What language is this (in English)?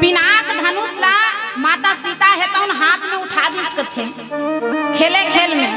Chhattisgarhi